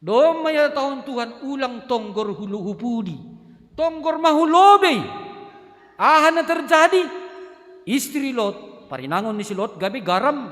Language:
Batak Simalungun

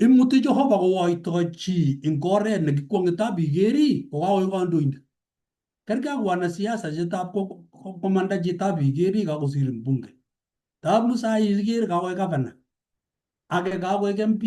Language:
Kalenjin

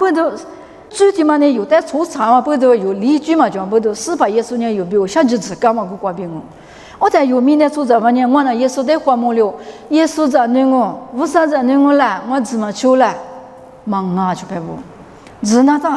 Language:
Lisu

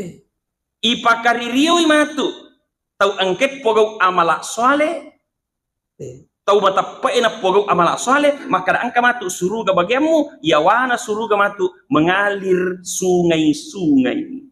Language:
Buginese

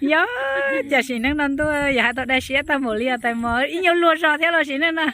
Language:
Hmong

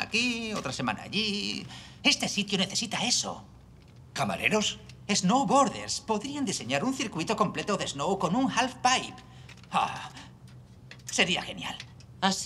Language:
Spanish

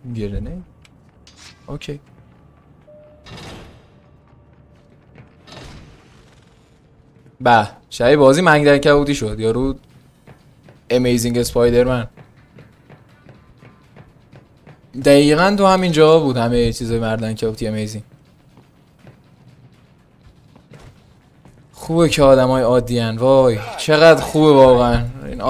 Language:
Persian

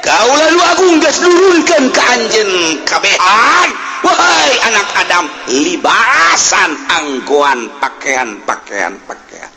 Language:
Sundanese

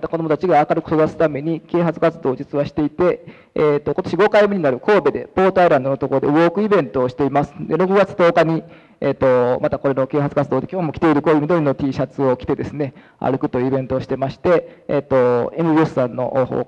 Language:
Japanese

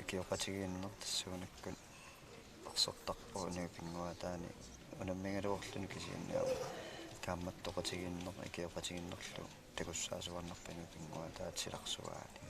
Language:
Kalaallisut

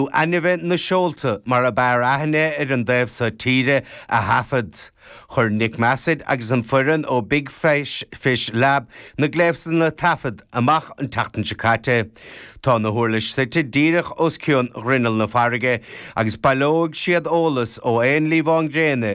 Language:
Irish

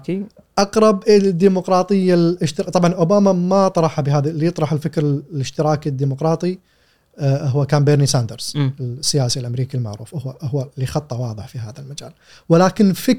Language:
Gulf Arabic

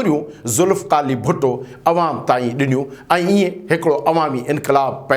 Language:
Sindhi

